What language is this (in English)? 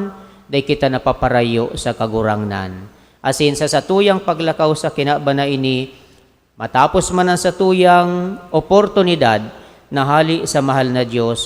Bikol